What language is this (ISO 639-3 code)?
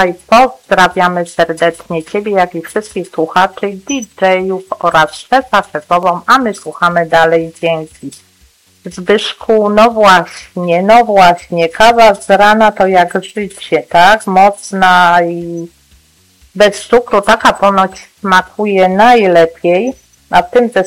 pol